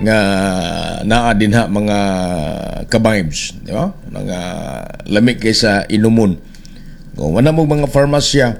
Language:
Cebuano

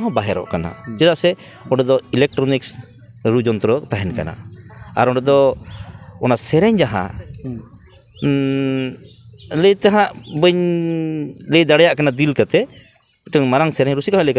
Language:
Santali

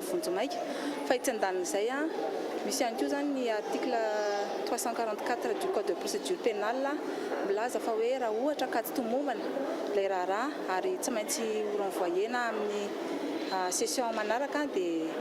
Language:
Malagasy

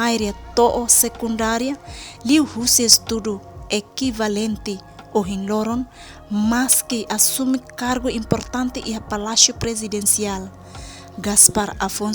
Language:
Tetum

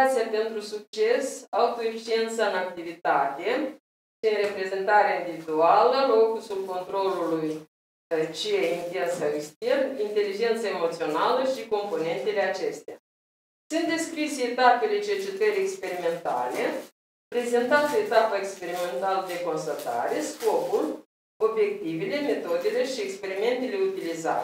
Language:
Romanian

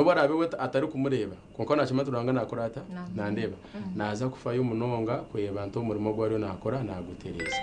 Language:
Nyankole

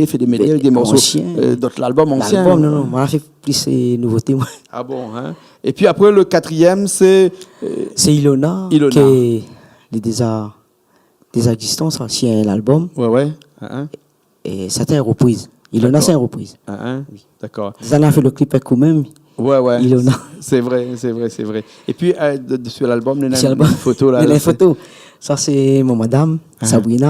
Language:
Réunion Creole French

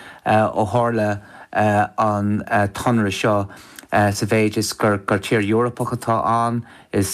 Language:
Irish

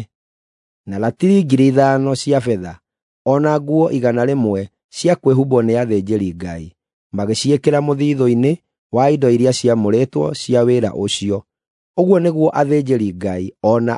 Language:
Kikuyu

